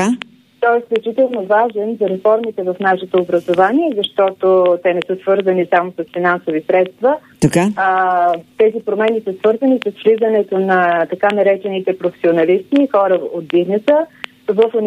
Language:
Bulgarian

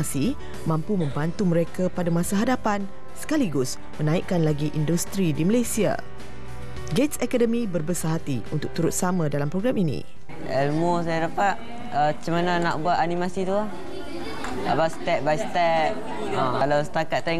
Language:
Malay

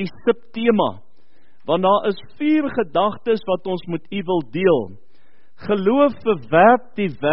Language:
Afrikaans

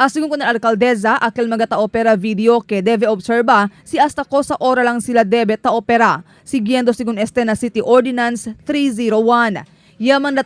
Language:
Chavacano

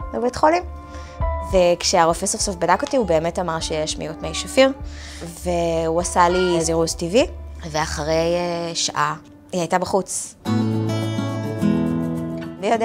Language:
Hebrew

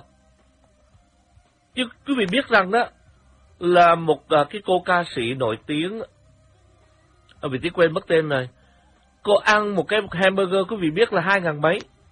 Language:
Vietnamese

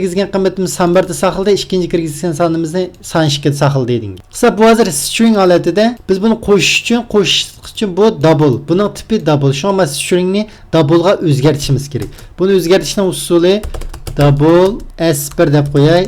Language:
Uzbek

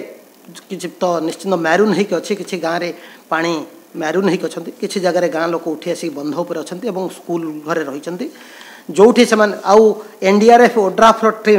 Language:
Odia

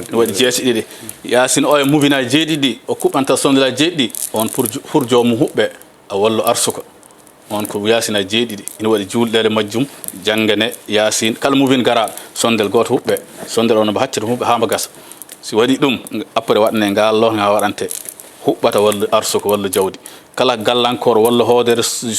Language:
Fula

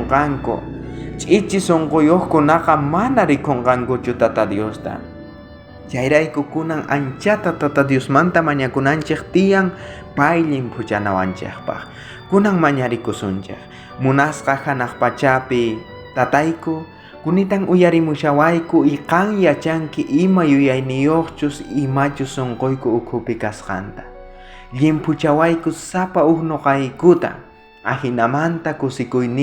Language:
South Bolivian Quechua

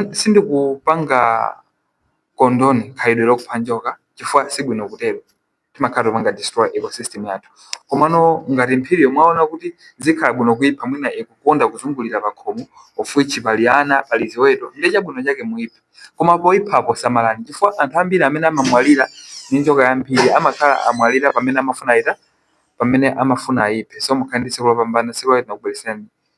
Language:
Nyanja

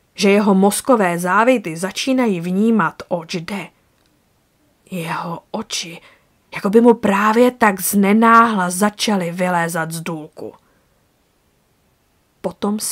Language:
Czech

